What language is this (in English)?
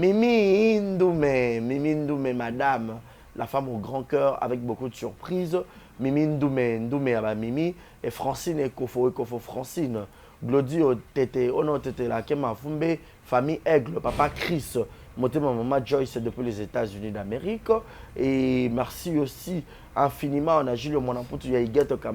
Lingala